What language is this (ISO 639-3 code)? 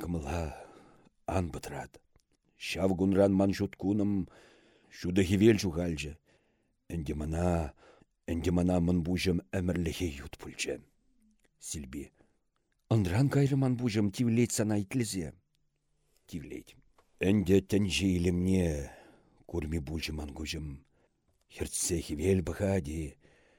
chv